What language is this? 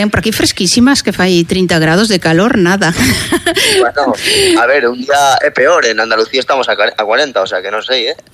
Galician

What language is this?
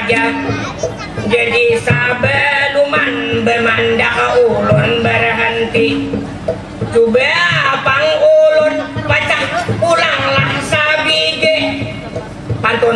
Banjar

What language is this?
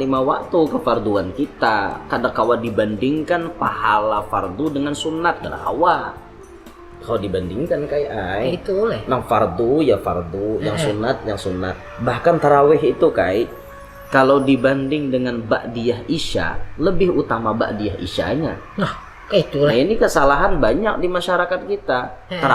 Banjar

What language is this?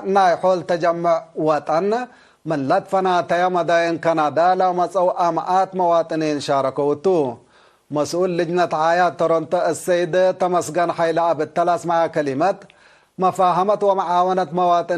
Tigre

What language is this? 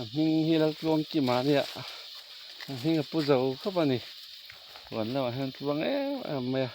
Mizo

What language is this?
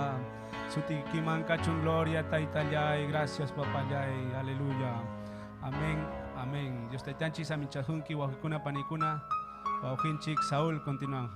Ayacucho Quechua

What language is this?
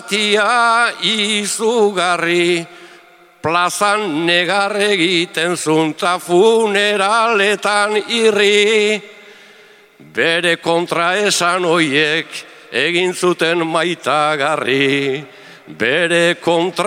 Basque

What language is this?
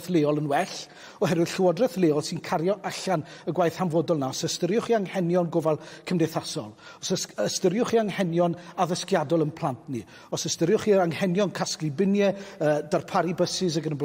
Welsh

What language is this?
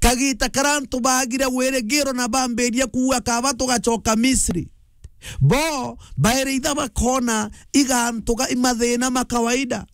Meru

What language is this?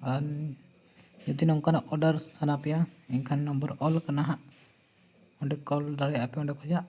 Santali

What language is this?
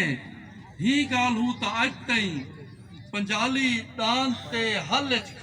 Saraiki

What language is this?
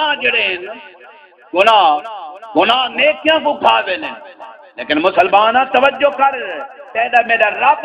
Saraiki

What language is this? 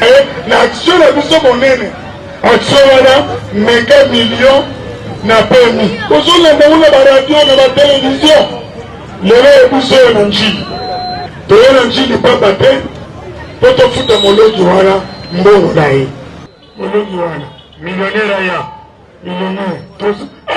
Lingala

